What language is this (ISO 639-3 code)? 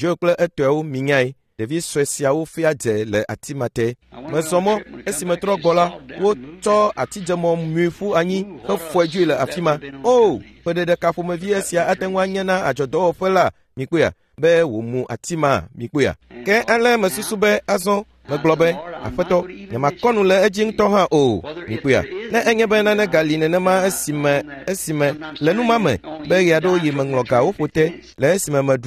ewe